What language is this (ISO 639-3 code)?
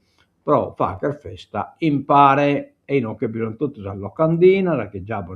srd